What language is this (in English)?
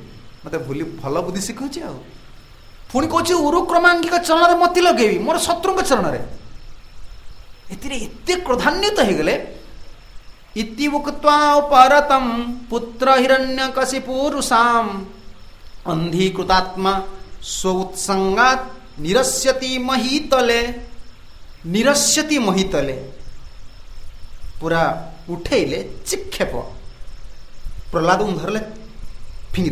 Odia